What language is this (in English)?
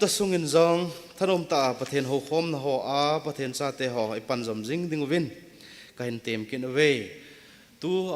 Thado Chin